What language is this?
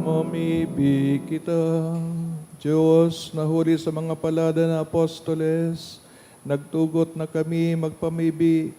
Bikol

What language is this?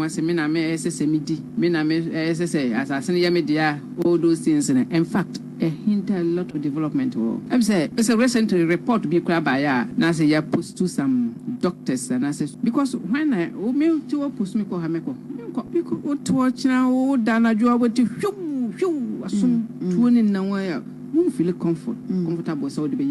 Akan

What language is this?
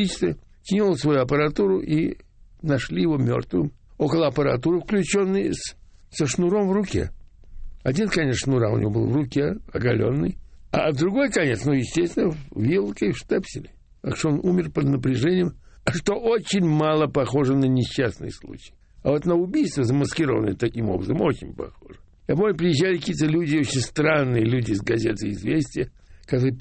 Russian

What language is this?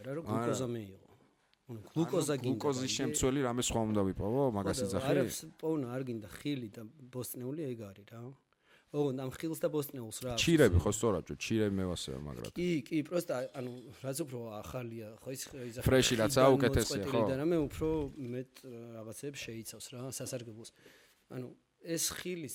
Georgian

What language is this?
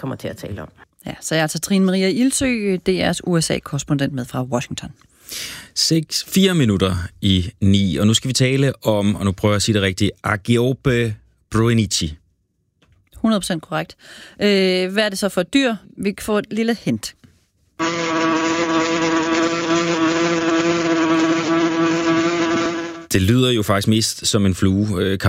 Danish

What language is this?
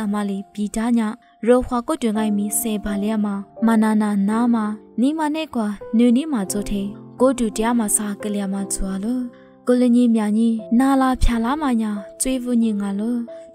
Lisu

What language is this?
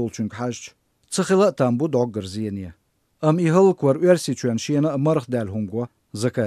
Chechen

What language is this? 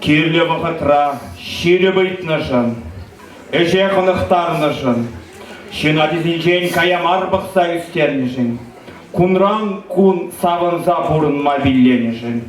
Chuvash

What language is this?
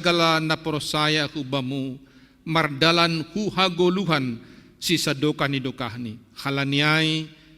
Batak Simalungun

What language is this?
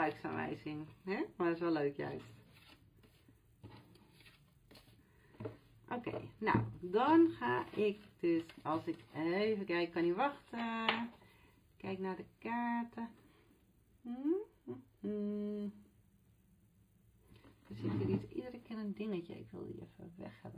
Dutch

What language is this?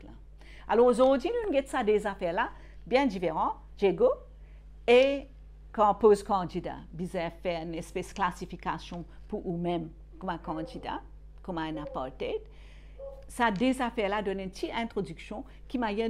Morisyen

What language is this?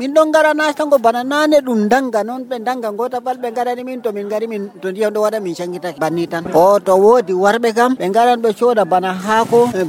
Nigerian Fulfulde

